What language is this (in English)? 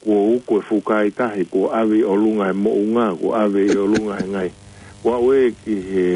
Tongan